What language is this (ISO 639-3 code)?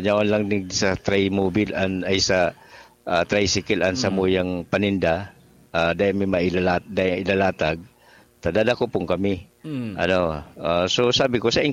bik